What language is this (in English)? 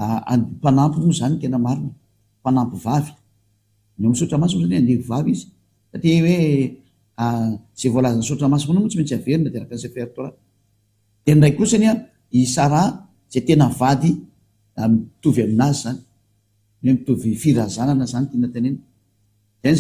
Malagasy